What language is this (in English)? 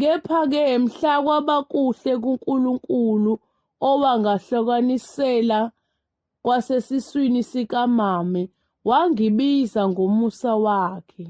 Zulu